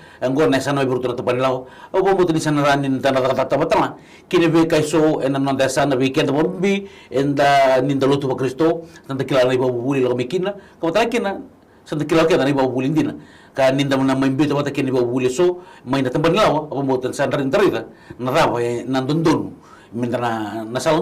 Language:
Fijian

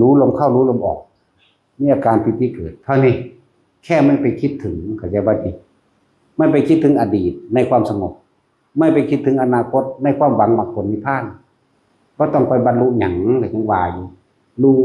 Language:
Northeastern Thai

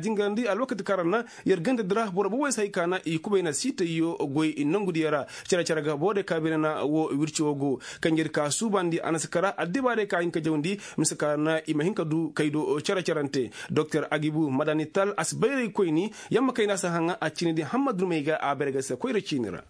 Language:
Koyraboro Senni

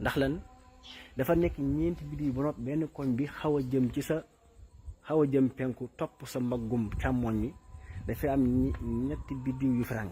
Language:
Wolof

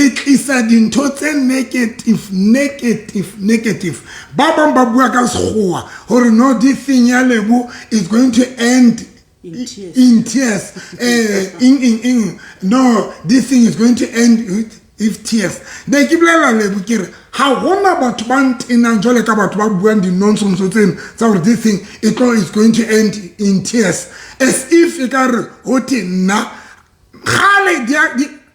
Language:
Southern Sotho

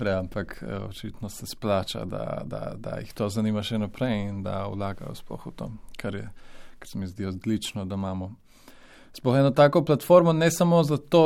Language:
Slovenian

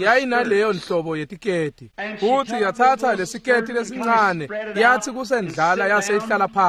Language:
Swati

